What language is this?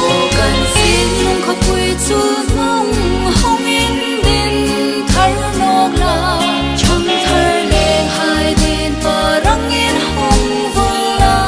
Hmar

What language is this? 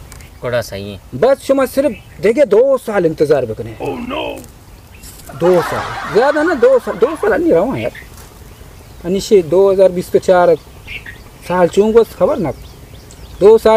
Baluchi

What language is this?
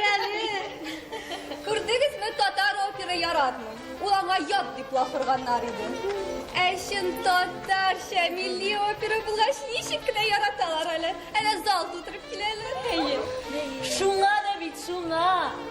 Tatar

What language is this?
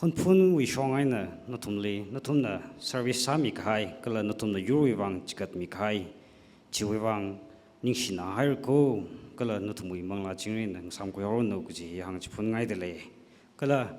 Tangkhul Naga (India)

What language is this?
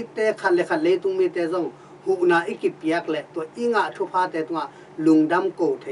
Tedim Chin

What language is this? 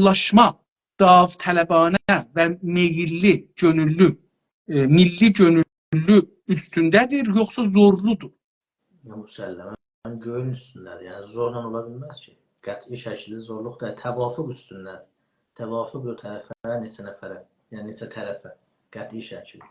South Azerbaijani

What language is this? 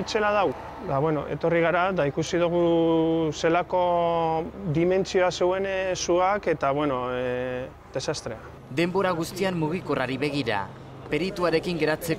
Basque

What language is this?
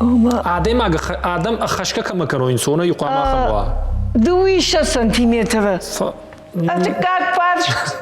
Ossetic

